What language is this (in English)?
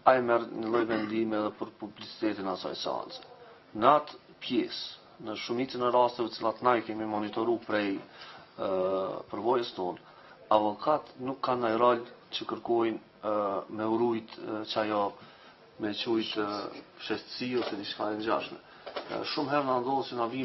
Albanian